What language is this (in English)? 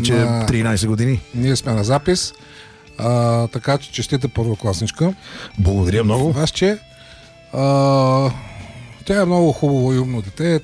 Bulgarian